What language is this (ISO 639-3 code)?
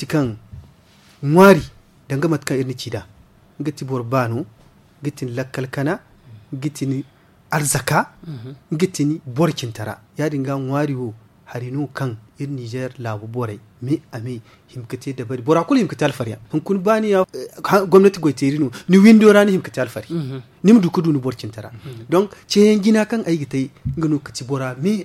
dje